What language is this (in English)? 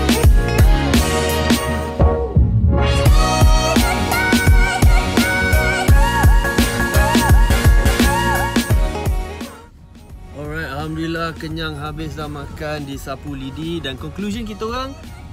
Malay